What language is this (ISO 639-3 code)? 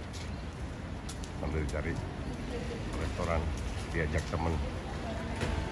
ind